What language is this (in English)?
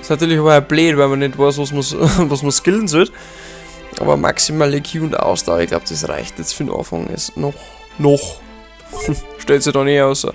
Bavarian